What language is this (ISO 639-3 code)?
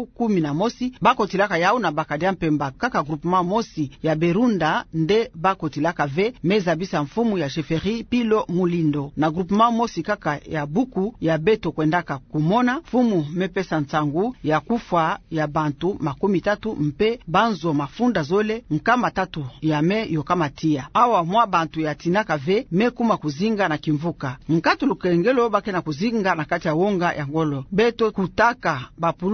ktu